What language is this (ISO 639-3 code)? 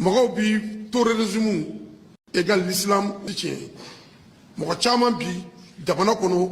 bam